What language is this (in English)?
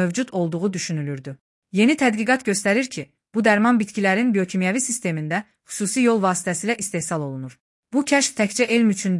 Azerbaijani